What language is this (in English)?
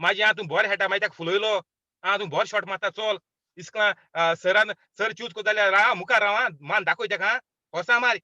Konkani